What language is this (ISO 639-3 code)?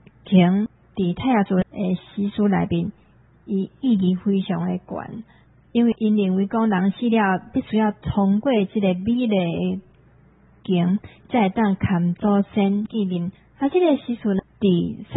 nan